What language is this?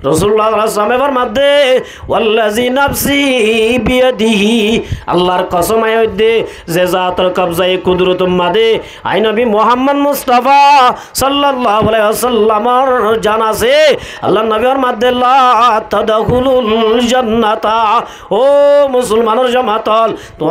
Rohingya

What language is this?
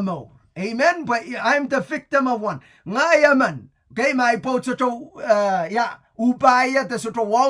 Pohnpeian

